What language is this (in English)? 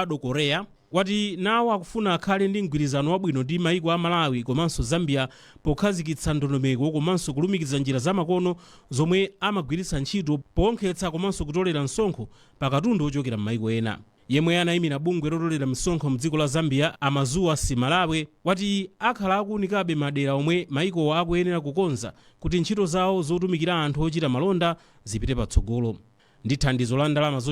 Nyanja